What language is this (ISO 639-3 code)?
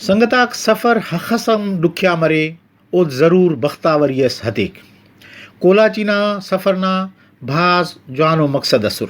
brh